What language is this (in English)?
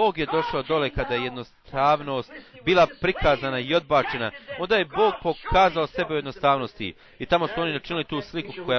Bosnian